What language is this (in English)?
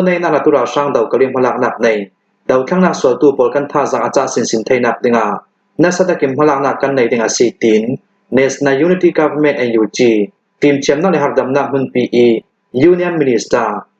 Hakha Chin